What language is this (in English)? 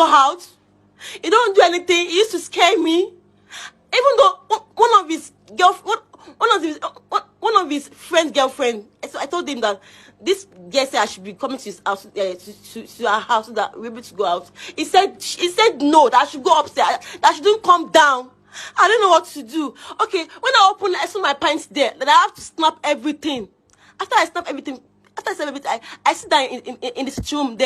Nigerian Pidgin